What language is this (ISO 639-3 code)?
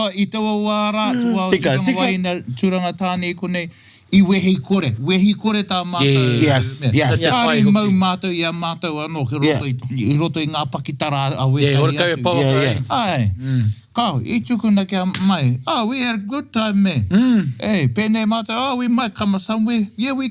mri